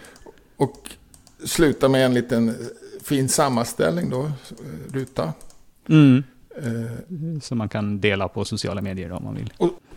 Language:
Swedish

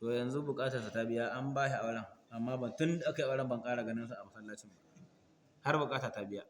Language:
Hausa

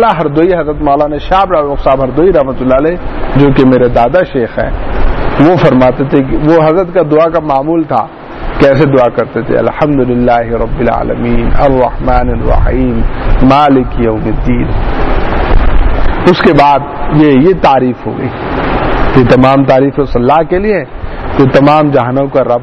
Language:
Urdu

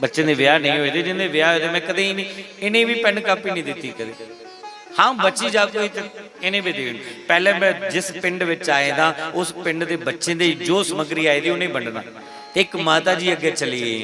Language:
Dogri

